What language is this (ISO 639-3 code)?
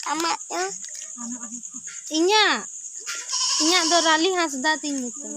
sat